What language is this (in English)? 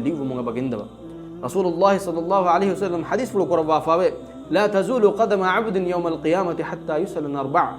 Divehi